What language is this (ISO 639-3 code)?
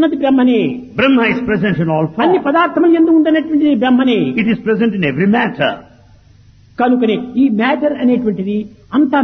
tel